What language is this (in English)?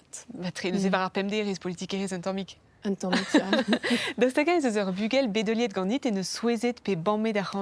Breton